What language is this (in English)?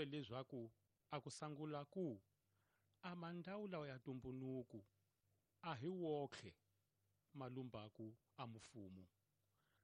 Tsonga